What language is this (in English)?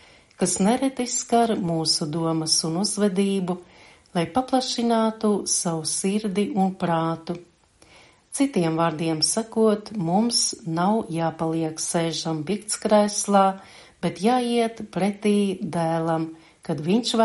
Latvian